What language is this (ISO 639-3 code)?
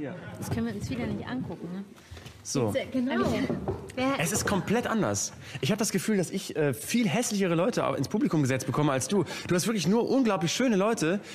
deu